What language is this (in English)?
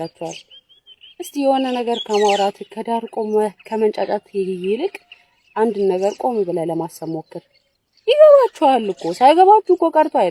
Amharic